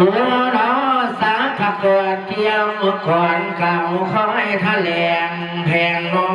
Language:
Lao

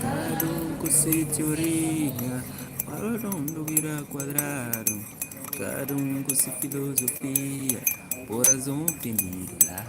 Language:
Kabuverdianu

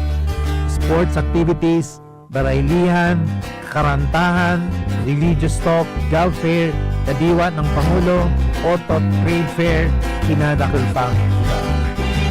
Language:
Bikol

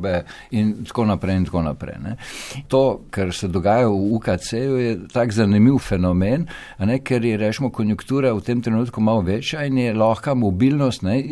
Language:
Slovenian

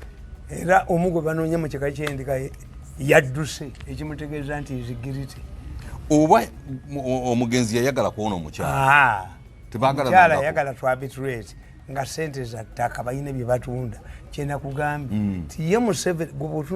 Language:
Ganda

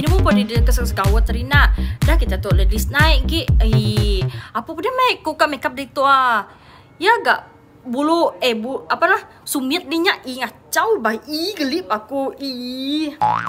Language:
Iban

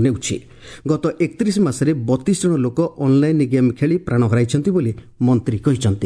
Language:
Odia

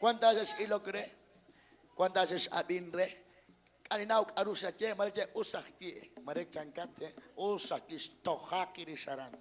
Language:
Kekchí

